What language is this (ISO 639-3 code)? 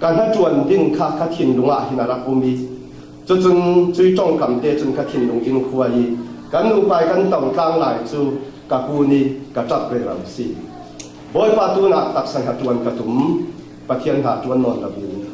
cfm